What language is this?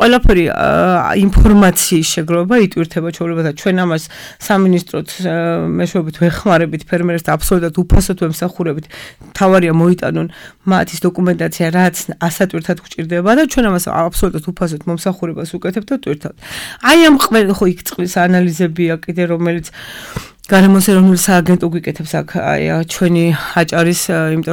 Georgian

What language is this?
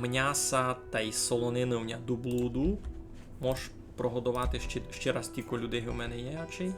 Rusyn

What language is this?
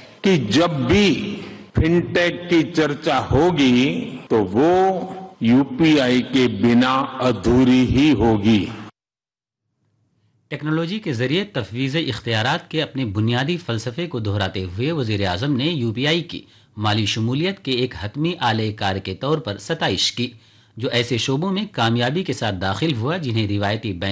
Urdu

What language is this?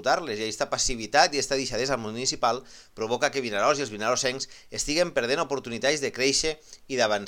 Catalan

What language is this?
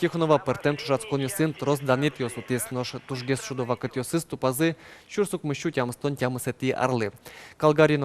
Udmurt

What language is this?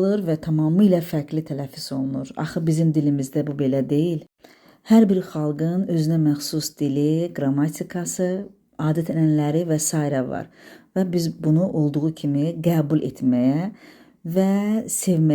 Azerbaijani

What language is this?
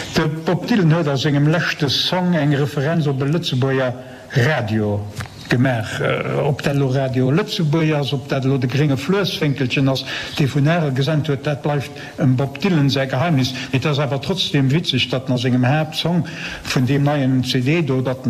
Luxembourgish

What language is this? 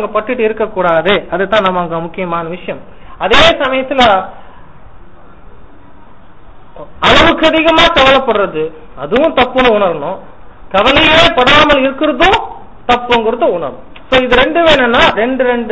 Tamil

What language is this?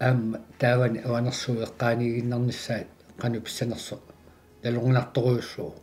Kalaallisut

